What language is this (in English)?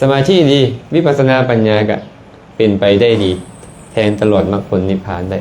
Lao